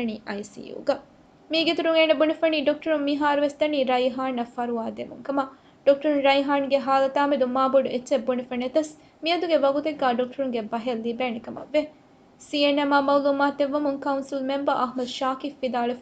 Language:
Divehi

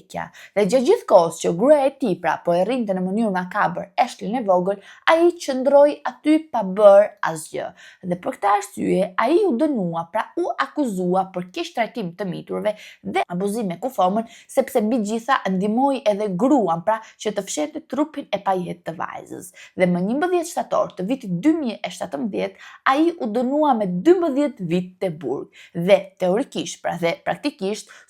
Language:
Albanian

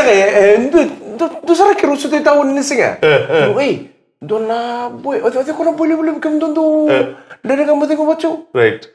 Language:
Fijian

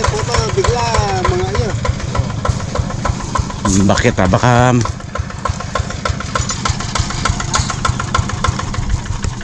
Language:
Filipino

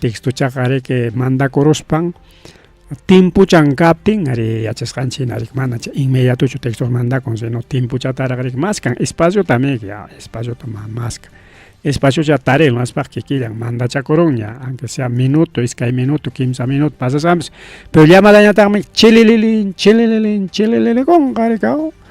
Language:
Ayacucho Quechua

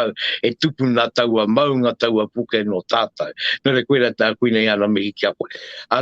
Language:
Māori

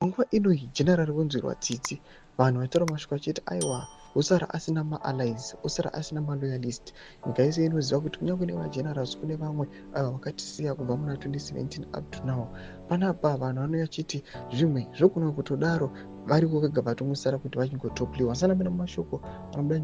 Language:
Shona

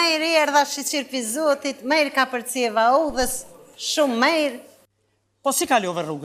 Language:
Albanian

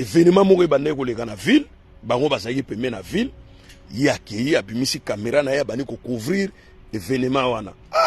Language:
Lingala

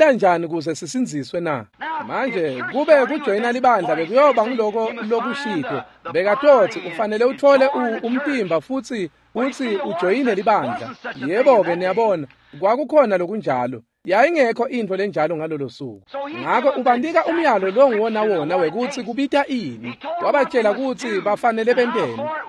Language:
Swati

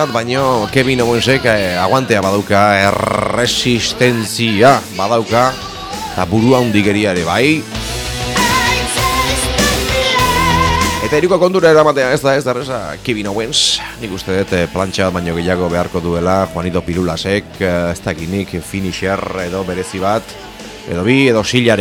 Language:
Basque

